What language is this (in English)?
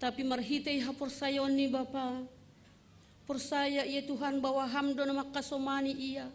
Batak Simalungun